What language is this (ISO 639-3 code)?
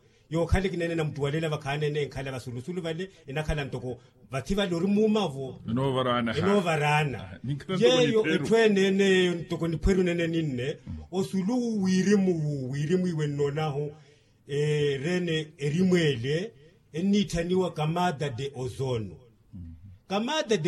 vmw